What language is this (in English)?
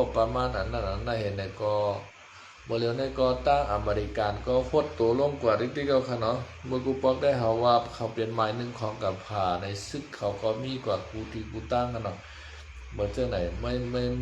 Shan